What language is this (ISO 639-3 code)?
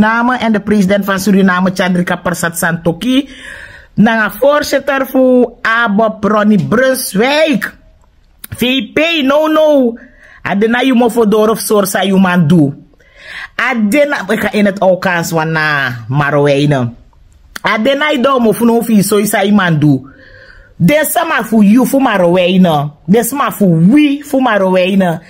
srn